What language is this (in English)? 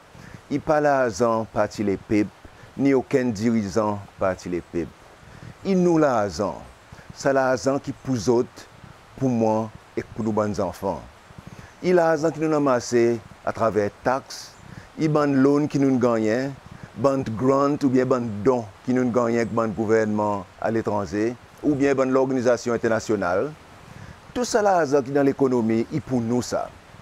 Seselwa Creole French